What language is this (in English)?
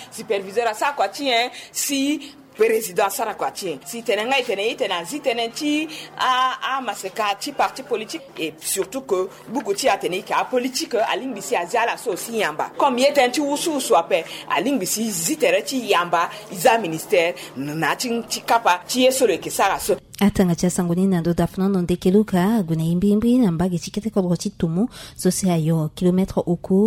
Sango